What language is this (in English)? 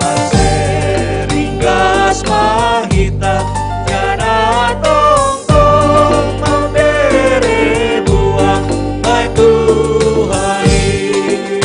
Batak Simalungun